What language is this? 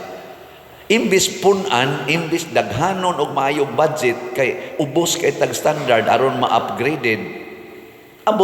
Cebuano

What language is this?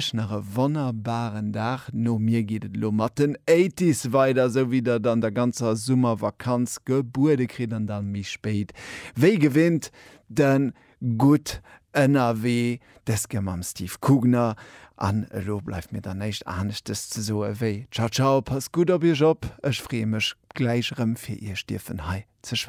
Luxembourgish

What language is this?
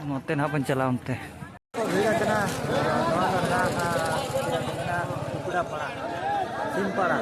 Santali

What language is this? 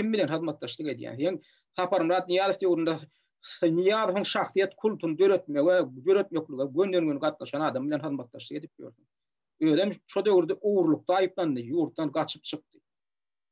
Turkmen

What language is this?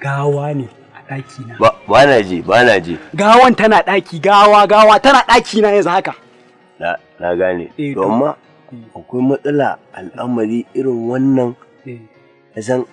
Hausa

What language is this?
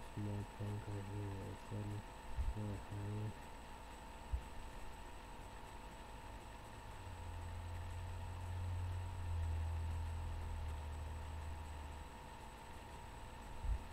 English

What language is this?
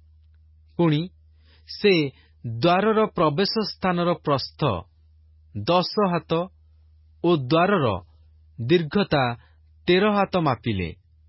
Odia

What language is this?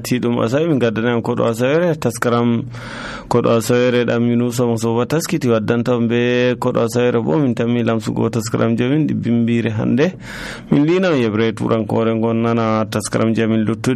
Nigerian Fulfulde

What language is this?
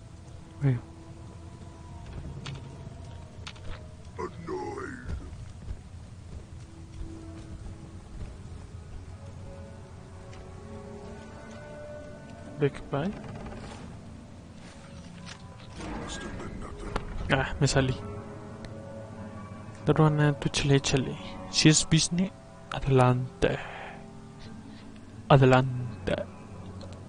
Spanish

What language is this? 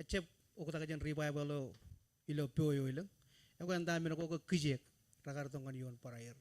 Marshallese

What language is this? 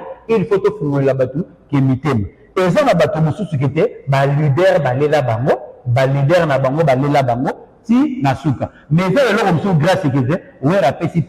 Lingala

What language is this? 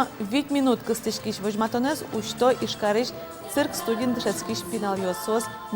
Udmurt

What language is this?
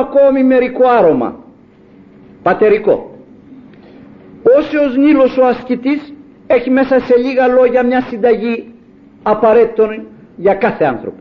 Greek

